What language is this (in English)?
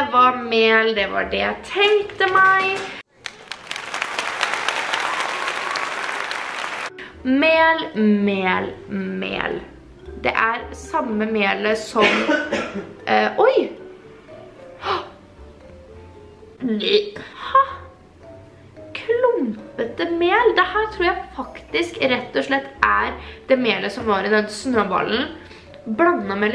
Norwegian